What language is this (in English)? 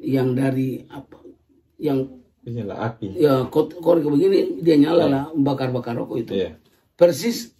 Ambonese Malay